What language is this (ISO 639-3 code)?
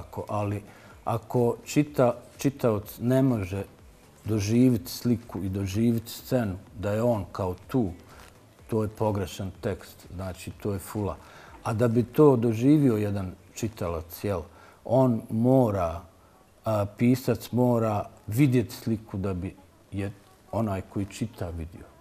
bos